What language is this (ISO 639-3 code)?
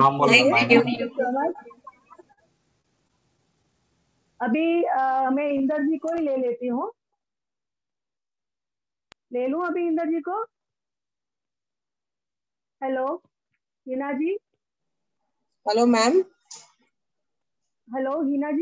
hin